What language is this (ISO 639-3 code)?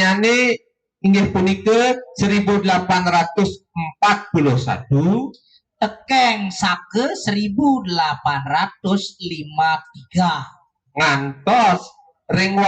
ban